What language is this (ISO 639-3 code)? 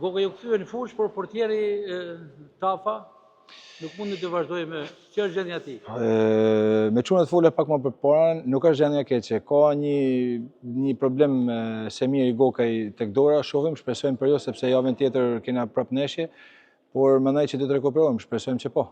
sqi